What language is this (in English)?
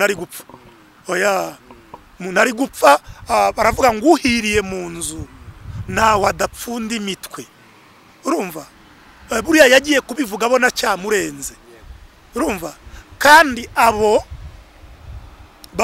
Kinyarwanda